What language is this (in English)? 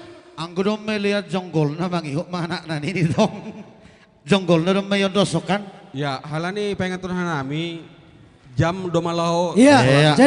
Batak Simalungun